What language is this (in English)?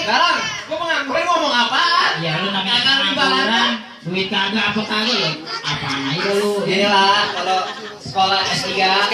Betawi